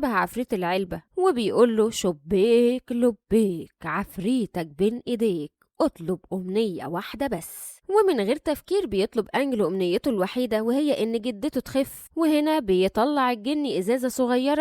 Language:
Egyptian Arabic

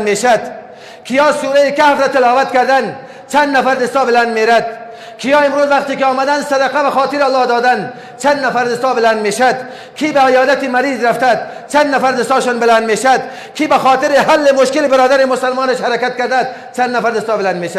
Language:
Persian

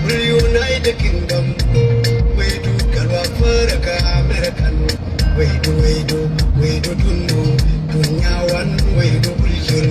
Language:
Nuer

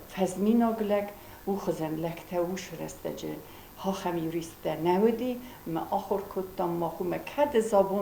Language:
Ossetic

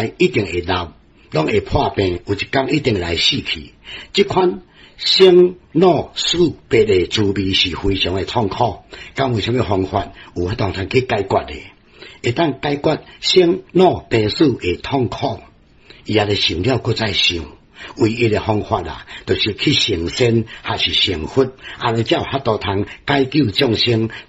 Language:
Min Nan Chinese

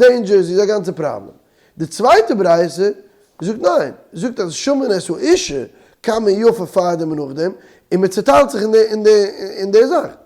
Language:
Yiddish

